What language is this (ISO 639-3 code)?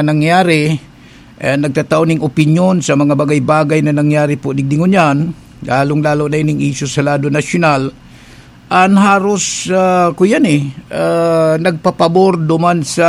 bik